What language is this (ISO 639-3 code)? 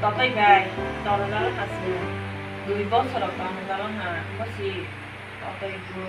trp